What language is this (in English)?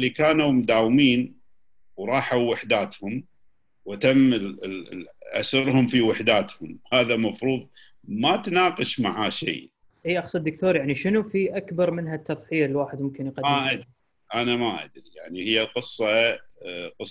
Gulf Arabic